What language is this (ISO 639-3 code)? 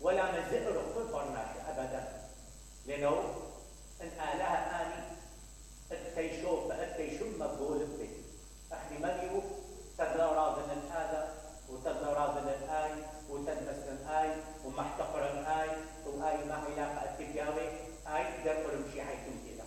acm